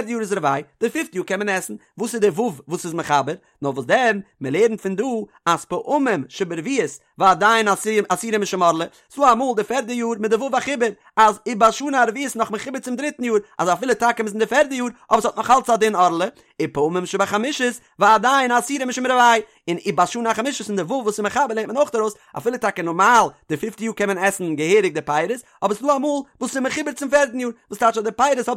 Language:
Yiddish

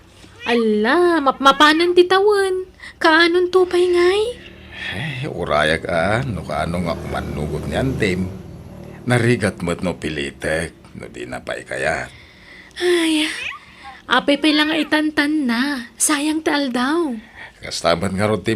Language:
Iloko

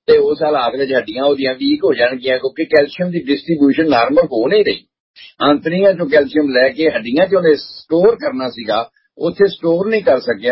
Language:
Punjabi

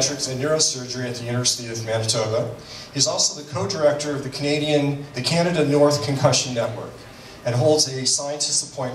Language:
English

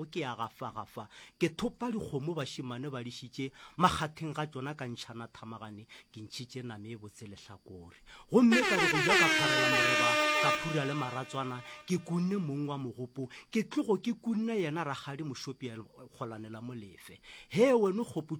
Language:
Northern Sotho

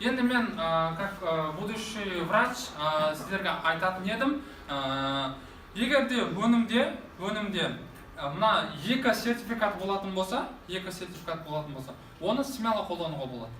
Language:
Kazakh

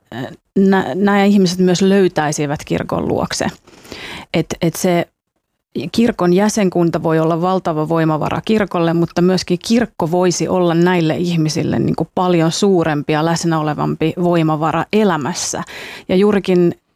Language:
Finnish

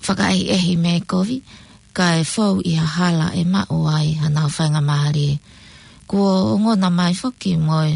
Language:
Tongan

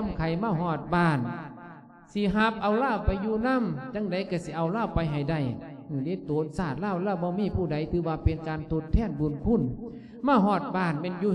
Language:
Lao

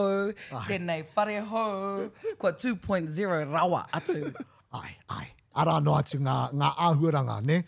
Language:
Māori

